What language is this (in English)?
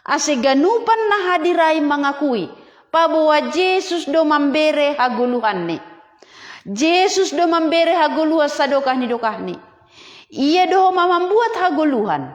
Batak Simalungun